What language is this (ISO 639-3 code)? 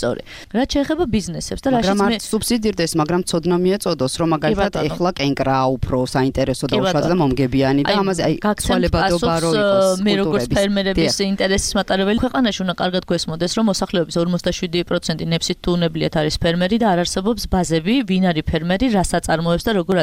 kat